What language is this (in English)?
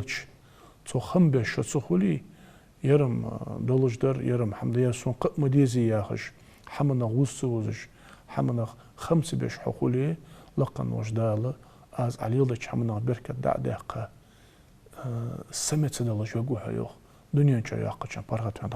Ingush